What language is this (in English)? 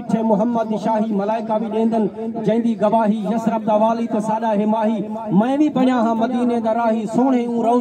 Saraiki